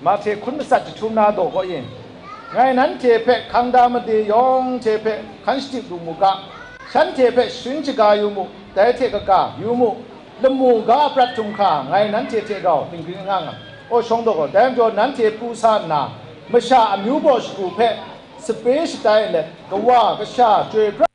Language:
Kachin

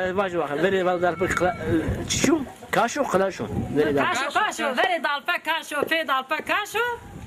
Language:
Zaza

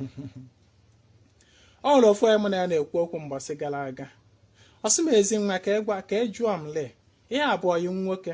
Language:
Igbo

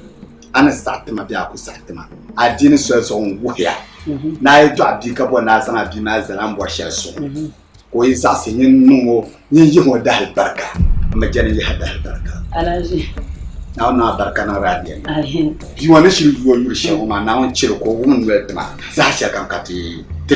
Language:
Dagbani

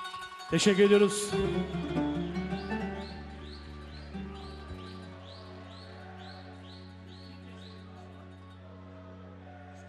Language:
Turkish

